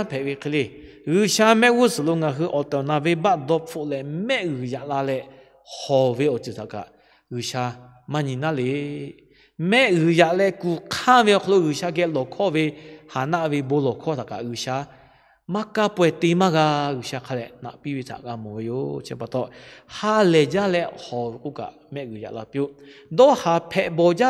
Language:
Lahu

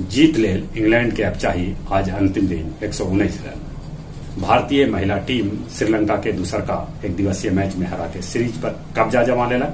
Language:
Magahi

